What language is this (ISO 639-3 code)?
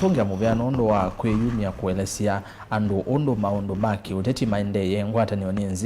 kam